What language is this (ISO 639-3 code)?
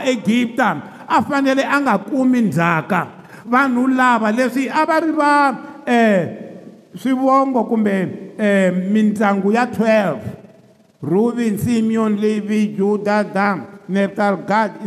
tso